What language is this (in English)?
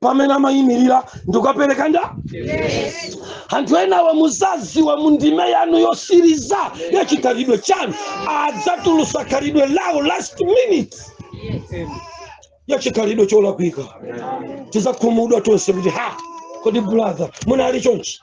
Nyanja